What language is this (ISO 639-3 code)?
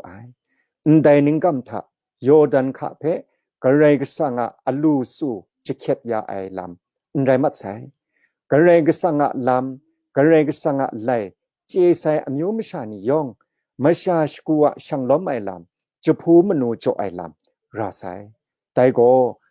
kac